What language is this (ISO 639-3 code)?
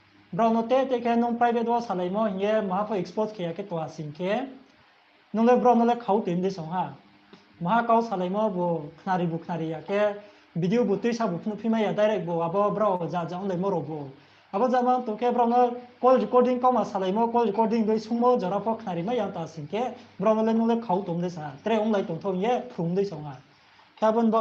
ria